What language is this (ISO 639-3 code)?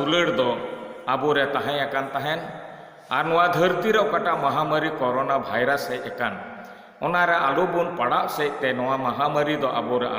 sat